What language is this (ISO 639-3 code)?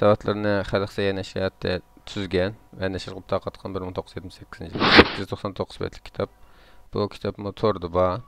uig